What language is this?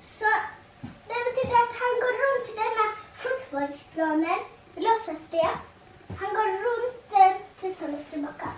Faroese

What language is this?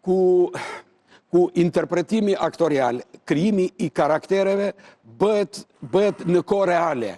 Albanian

